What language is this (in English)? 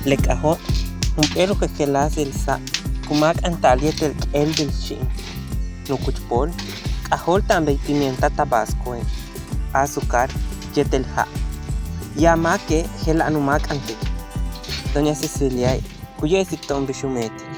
Yucateco